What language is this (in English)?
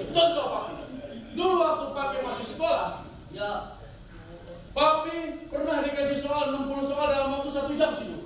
Betawi